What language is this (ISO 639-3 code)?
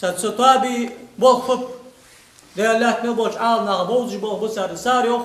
inh